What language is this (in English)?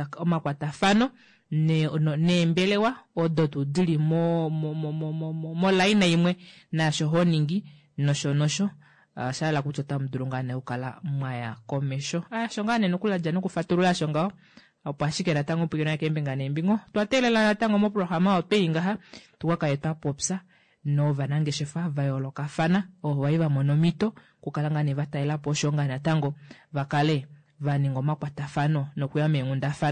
Kuanyama